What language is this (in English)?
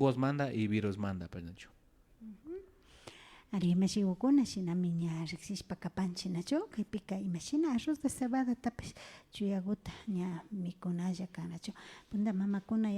Imbabura Highland Quichua